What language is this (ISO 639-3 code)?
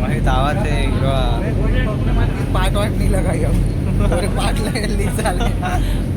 hne